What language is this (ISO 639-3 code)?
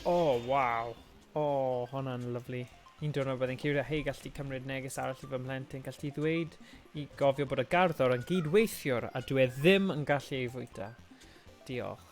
cym